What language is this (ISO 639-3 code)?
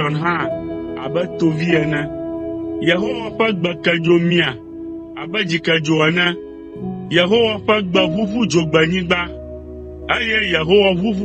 ewe